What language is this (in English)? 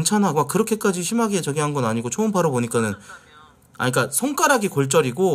Korean